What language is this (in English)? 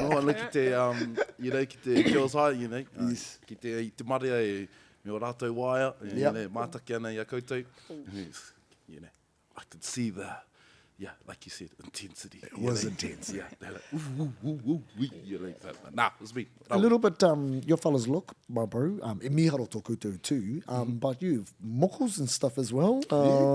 Māori